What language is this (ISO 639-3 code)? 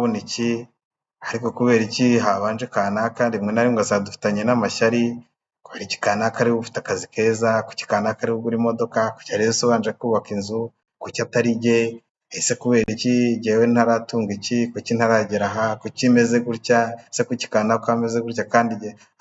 kin